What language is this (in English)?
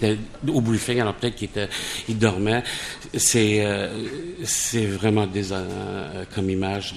French